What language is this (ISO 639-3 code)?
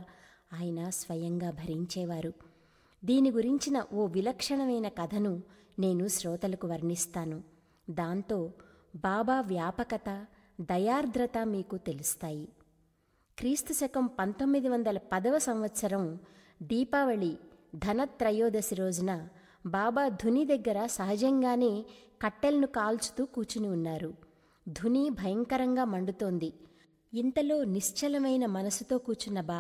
tel